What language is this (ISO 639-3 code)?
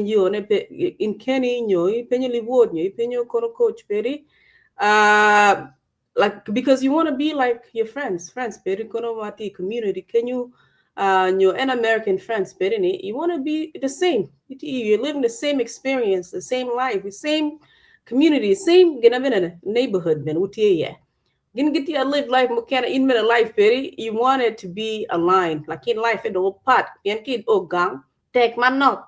ach